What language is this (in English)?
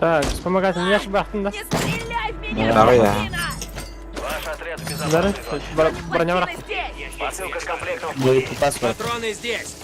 Yakut